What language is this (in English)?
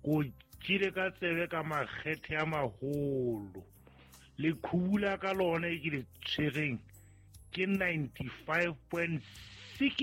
Southern Sotho